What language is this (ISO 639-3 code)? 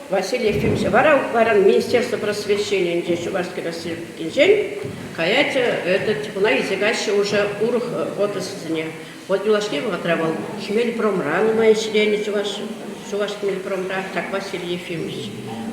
chv